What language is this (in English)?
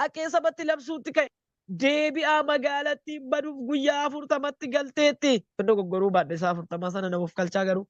Oromo